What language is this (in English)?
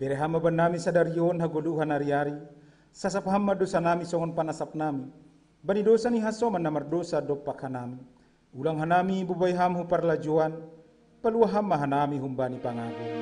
Batak Simalungun